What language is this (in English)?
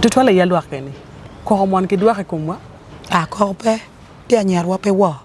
Acoli